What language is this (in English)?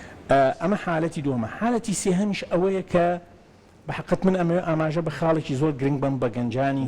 Central Kurdish